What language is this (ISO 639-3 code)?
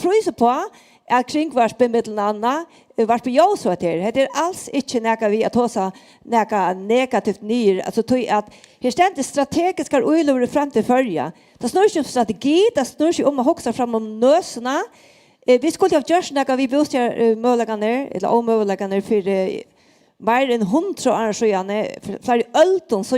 fao